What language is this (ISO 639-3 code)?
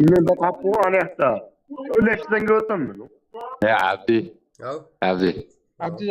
kaa